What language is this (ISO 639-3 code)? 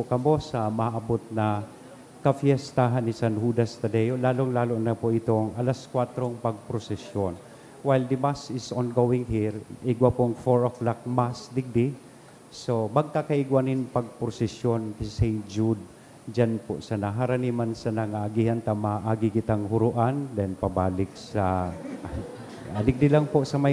bik